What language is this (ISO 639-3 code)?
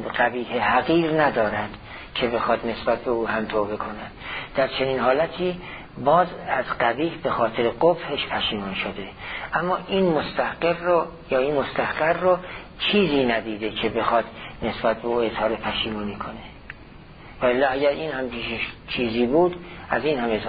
fas